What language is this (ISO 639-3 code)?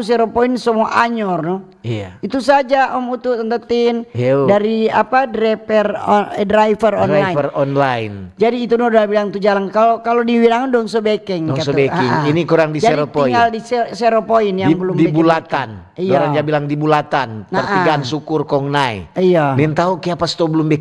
xmm